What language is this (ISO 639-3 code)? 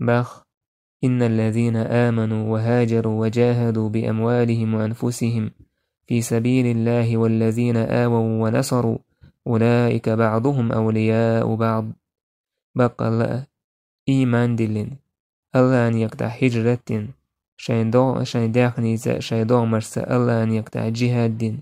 che